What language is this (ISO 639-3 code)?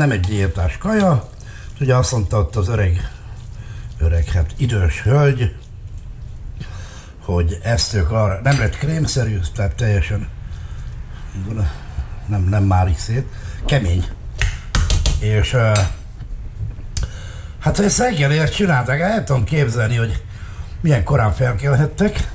hun